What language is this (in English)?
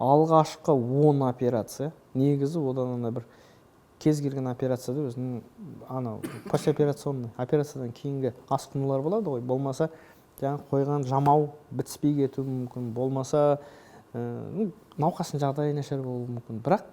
Kazakh